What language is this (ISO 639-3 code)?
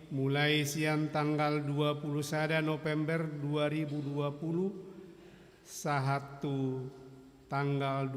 bbc